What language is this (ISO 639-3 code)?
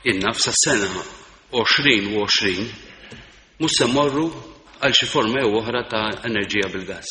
mlt